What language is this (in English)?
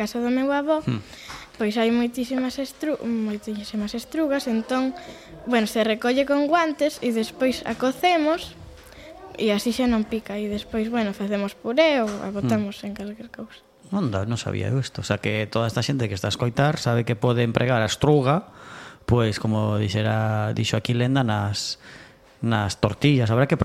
Galician